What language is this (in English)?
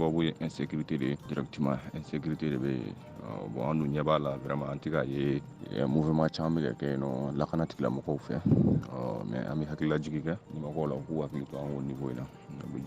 Bambara